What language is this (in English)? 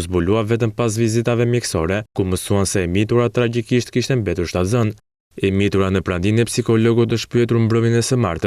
Albanian